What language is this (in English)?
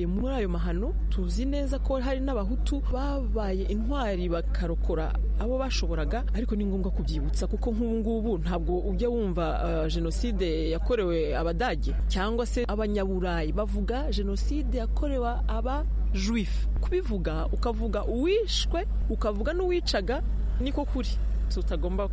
Kinyarwanda